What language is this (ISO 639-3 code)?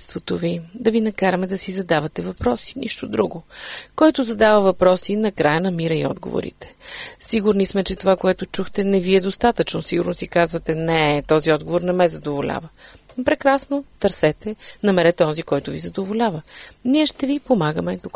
bul